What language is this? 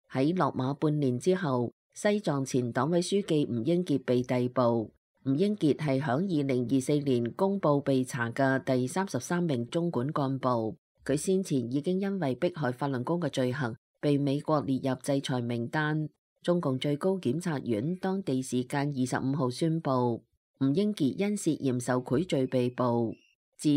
Cantonese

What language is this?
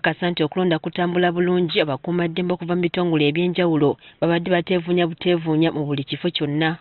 Ganda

